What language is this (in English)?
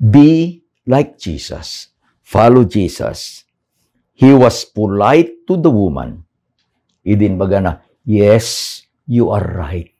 Iloko